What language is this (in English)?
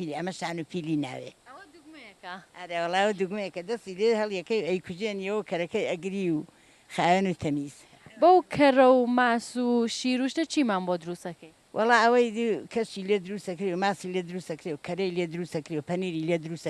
Central Kurdish